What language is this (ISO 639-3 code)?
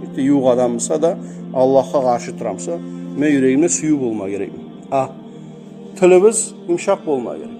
kum